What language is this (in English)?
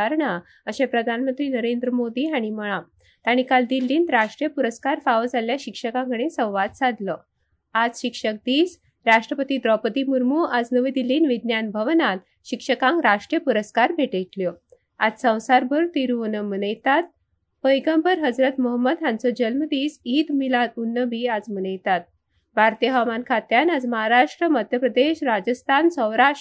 Konkani